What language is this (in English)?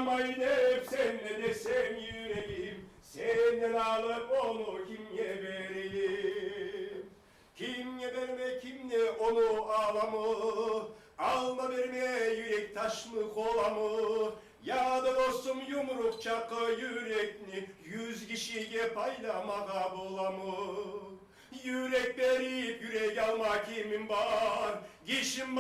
Kumyk